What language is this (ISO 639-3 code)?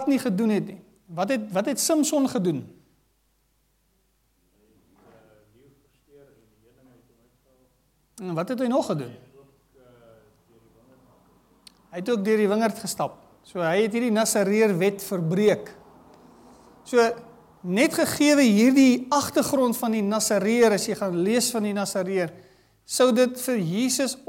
afr